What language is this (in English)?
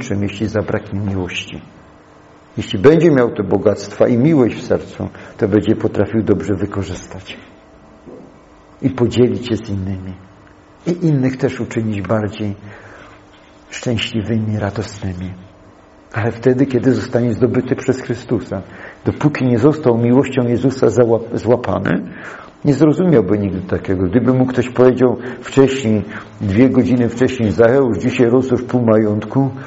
Polish